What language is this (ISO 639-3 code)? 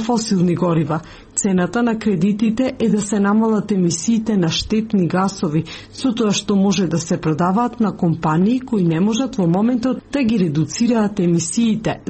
mkd